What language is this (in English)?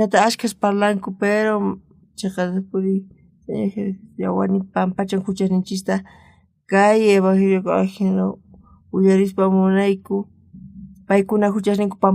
South Bolivian Quechua